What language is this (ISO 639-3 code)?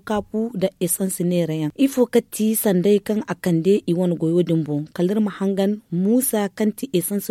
dje